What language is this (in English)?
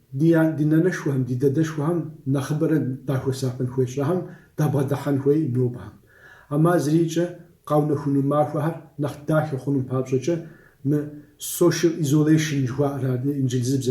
Kabardian